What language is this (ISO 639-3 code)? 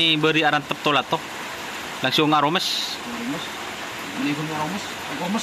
mad